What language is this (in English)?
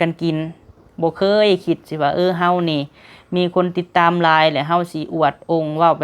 Lao